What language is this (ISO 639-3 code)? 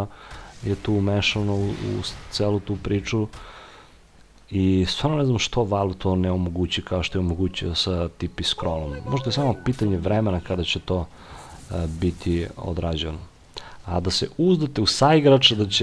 srp